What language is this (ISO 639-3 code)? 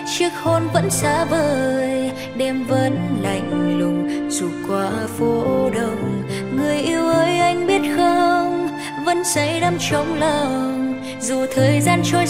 vie